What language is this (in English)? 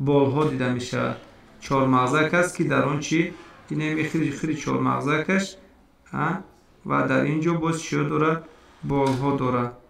Tajik